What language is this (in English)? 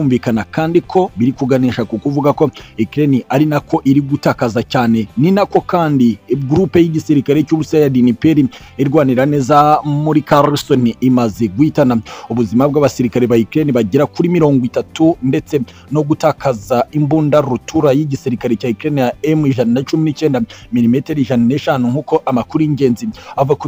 Kinyarwanda